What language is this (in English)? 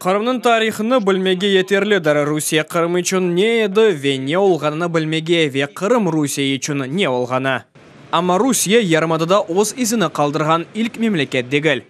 Crimean Tatar